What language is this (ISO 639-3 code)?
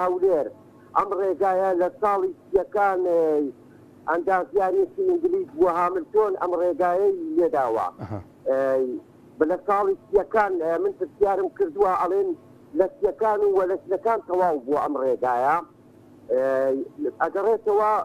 ckb